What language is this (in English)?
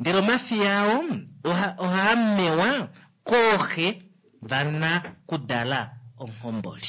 Kuanyama